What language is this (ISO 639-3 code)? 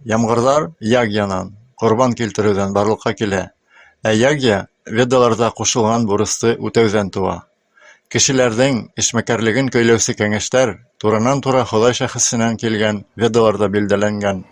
bak